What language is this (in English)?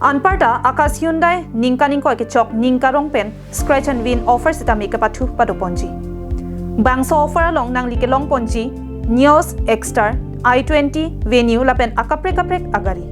Karbi